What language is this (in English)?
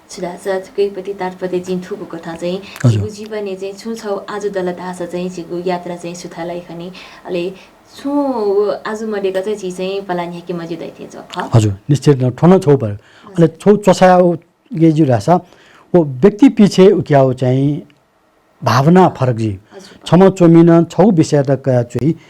Newari